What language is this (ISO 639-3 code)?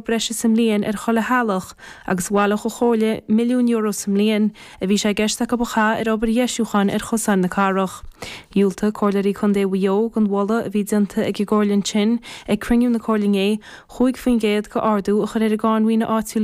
gle